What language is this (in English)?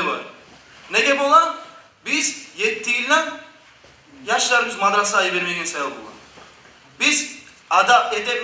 Kumyk